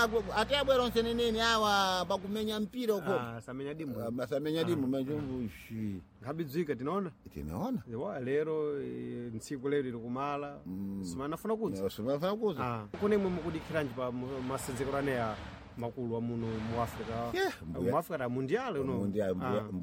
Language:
Sena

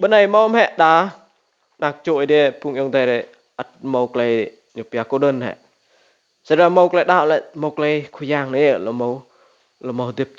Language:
Rade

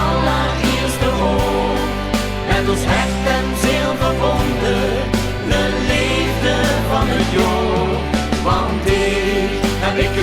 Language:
Limburgish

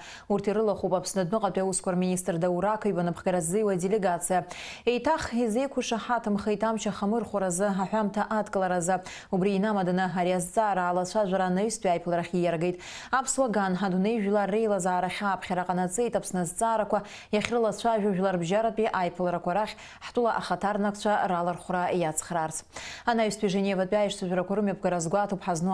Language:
Abkhazian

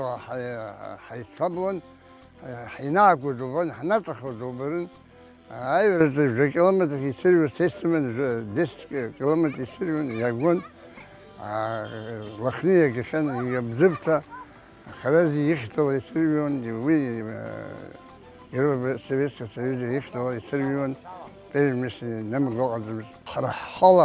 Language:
Abkhazian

